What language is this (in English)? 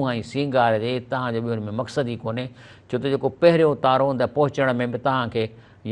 Sindhi